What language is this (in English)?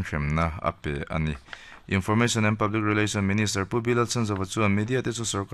Mizo